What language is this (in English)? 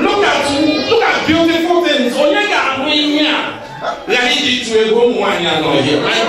Igbo